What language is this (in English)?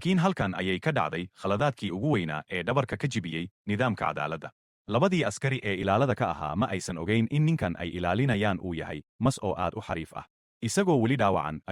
Somali